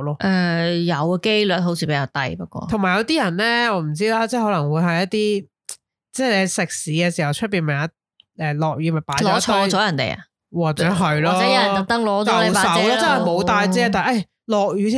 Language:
Cantonese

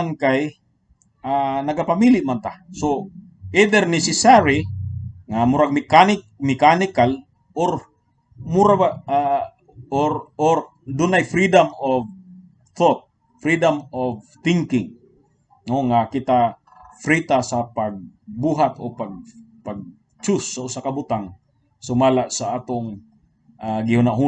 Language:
Cebuano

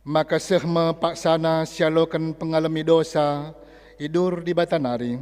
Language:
Batak Karo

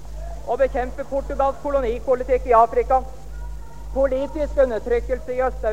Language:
Norwegian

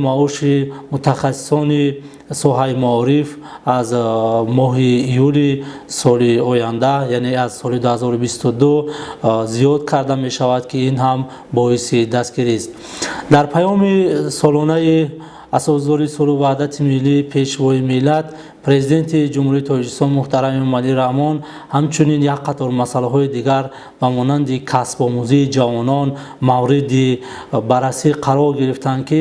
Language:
Tajik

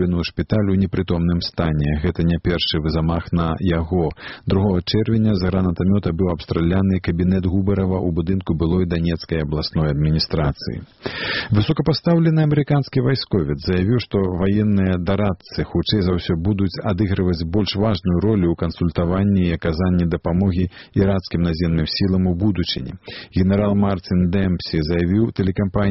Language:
Belarusian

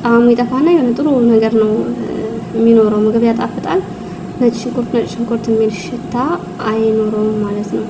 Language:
Amharic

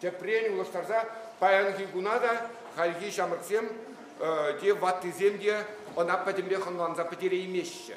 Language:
Chuvash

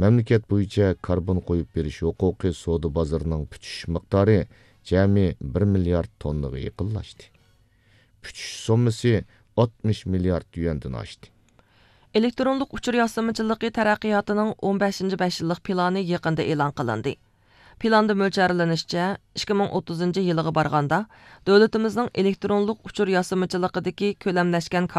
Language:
Uyghur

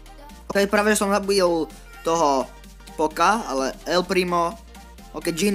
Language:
Slovak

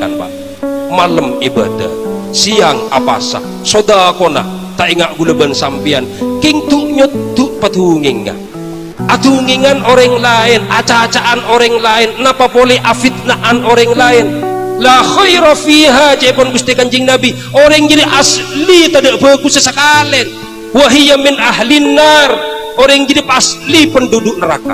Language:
Madurese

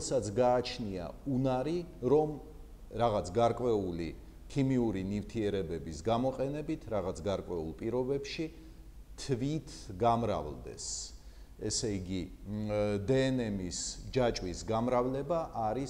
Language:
Georgian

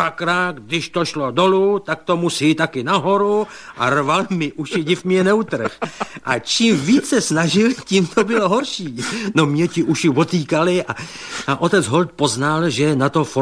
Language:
Czech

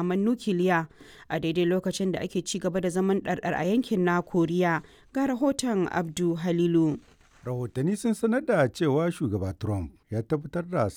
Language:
Hausa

